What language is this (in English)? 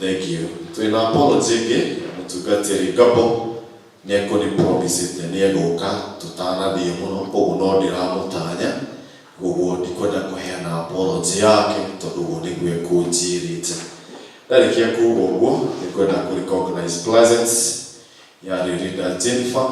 Kikuyu